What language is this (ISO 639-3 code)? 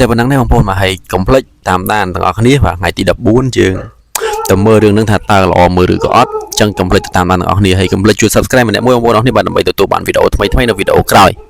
khm